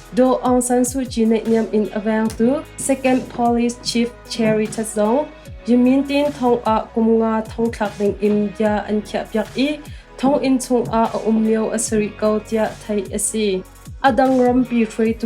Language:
Hakha Chin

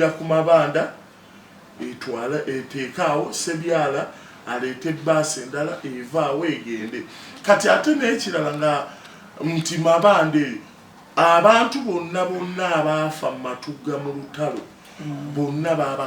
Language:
Ganda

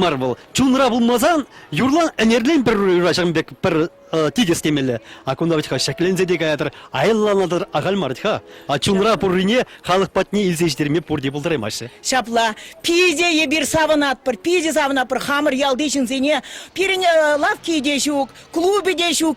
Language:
Chuvash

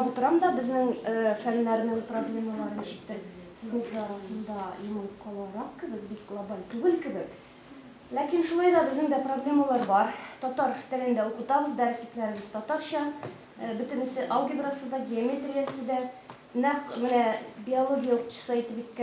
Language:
Tatar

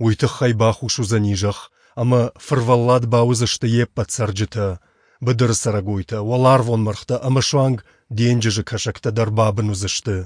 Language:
Ossetic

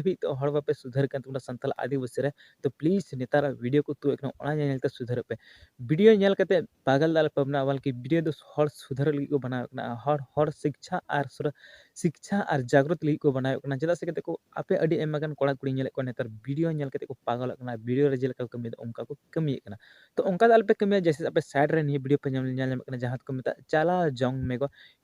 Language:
Santali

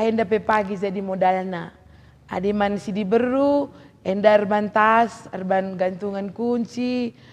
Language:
Batak Karo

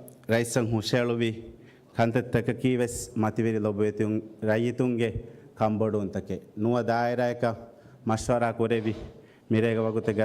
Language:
Divehi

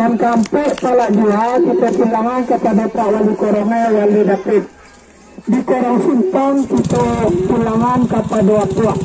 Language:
Minangkabau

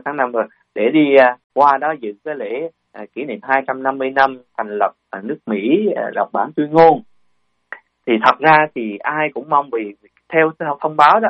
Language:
Vietnamese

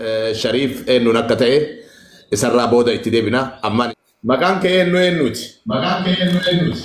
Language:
Oromo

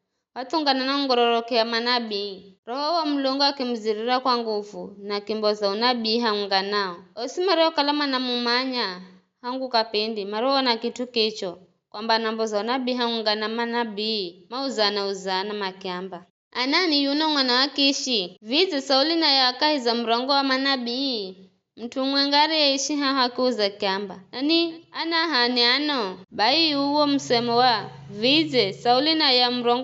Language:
Giryama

